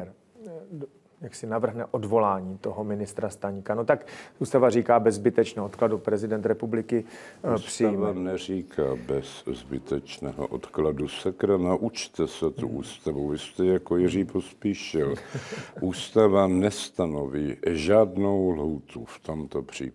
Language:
Czech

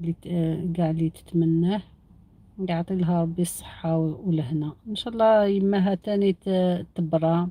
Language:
Algerian Arabic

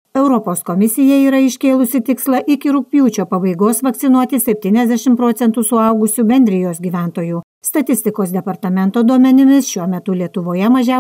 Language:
Lithuanian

